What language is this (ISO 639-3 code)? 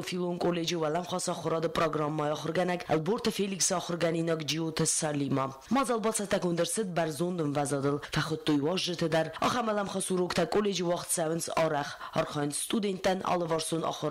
oss